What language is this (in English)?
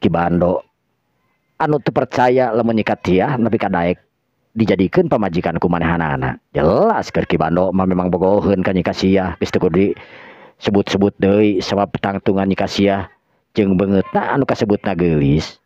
Sundanese